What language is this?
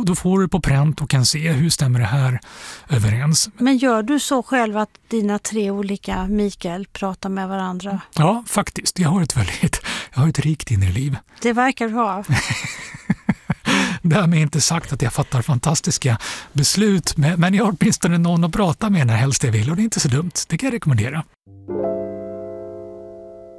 Swedish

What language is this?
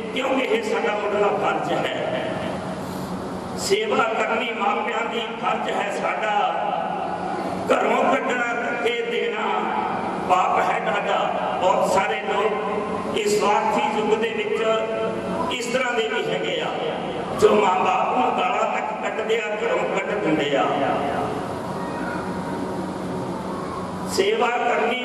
Punjabi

